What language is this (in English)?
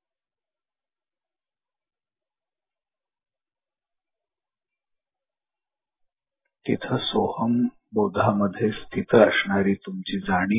Marathi